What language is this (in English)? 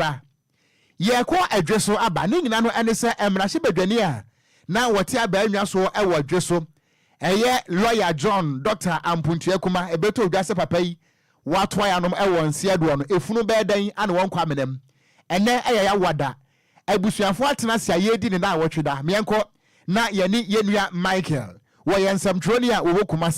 Akan